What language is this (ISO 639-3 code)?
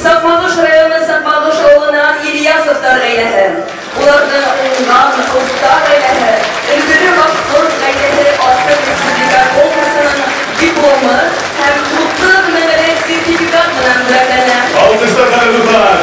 bak